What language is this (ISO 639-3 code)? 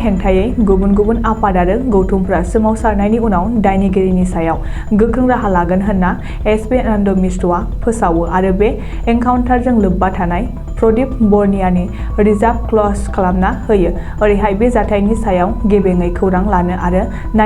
brx